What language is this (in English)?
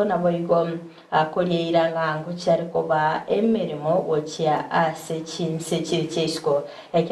Gusii